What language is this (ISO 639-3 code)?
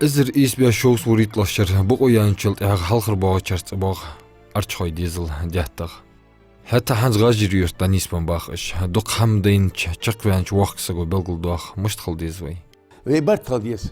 inh